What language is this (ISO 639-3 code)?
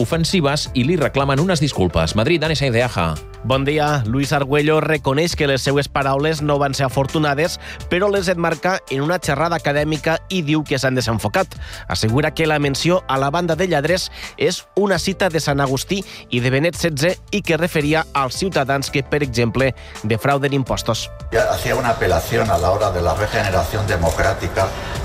cat